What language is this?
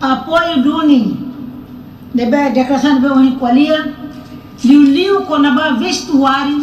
Tetum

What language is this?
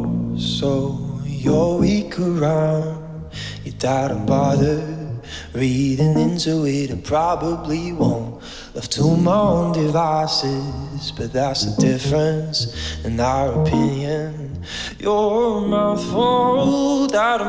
English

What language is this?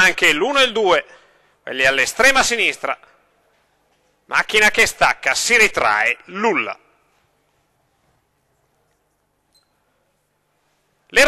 Italian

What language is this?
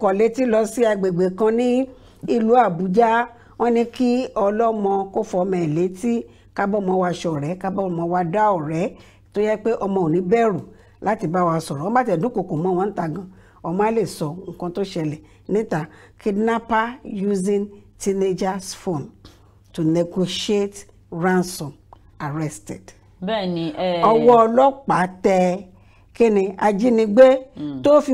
Yoruba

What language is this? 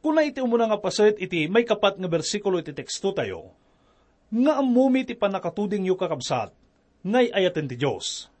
Iloko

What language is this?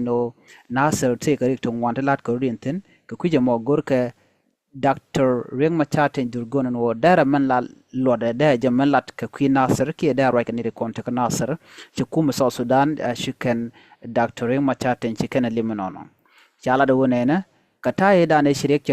Nuer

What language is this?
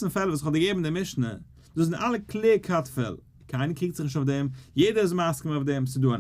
Yiddish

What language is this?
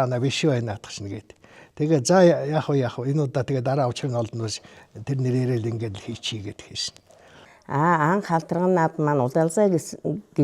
Mongolian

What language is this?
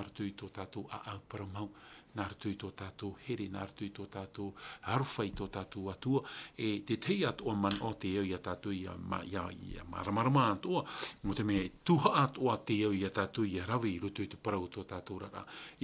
Tahitian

